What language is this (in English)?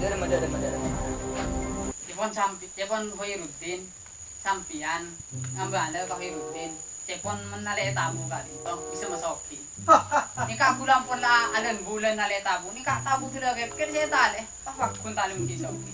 Madurese